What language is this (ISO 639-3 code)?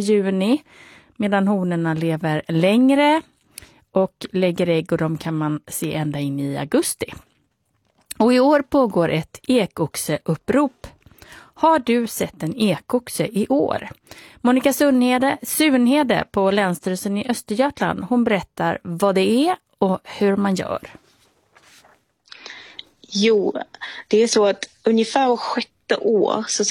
swe